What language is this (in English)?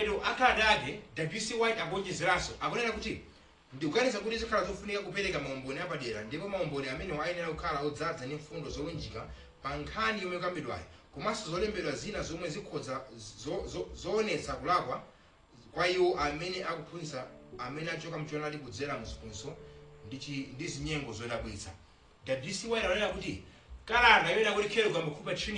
Nyanja